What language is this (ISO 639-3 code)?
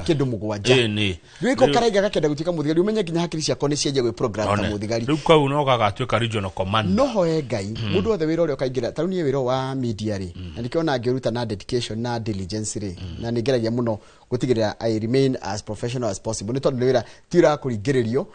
kik